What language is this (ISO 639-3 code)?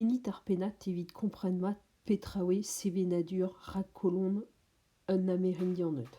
bre